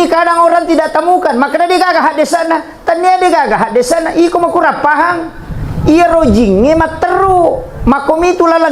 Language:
Buginese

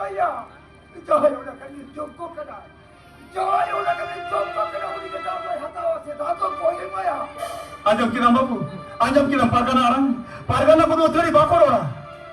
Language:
Santali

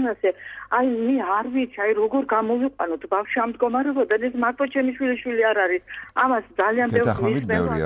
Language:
Georgian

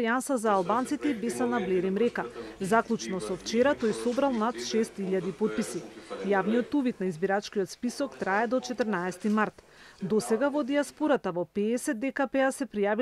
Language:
Macedonian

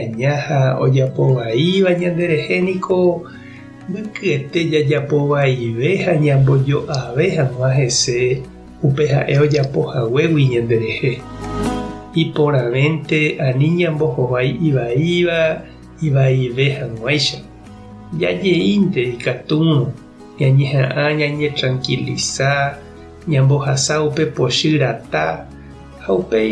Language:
Guarani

